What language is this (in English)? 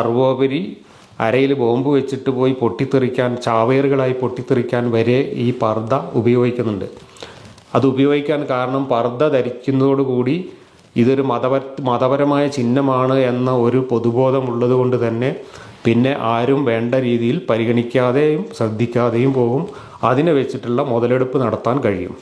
Malayalam